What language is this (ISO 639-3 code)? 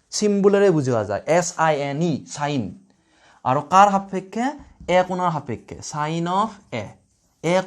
asm